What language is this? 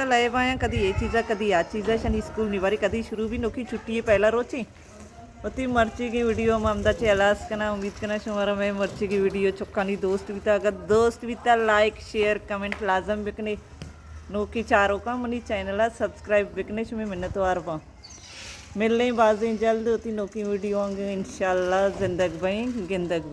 Baluchi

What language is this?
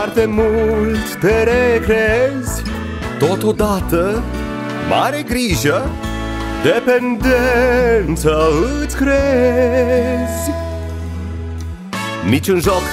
Romanian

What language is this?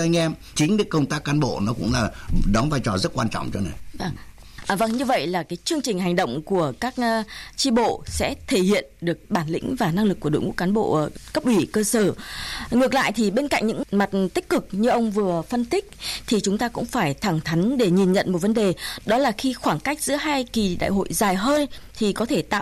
Vietnamese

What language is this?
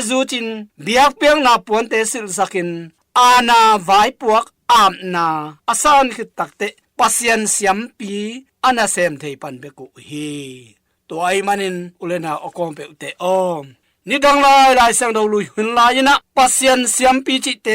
Tedim Chin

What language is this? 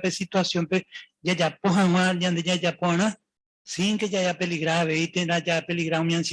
Guarani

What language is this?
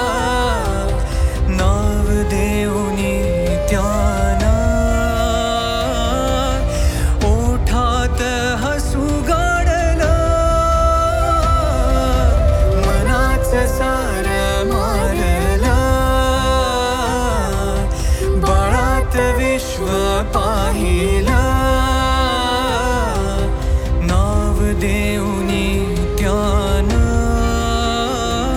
Marathi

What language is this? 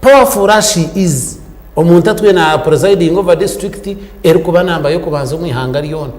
Nyankole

